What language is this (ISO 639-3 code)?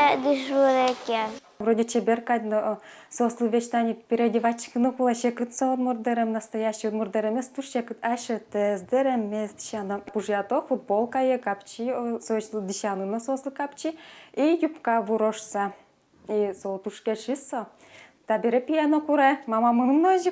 udm